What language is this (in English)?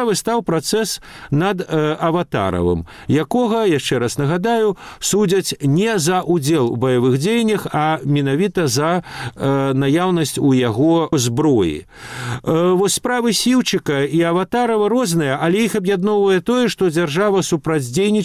Belarusian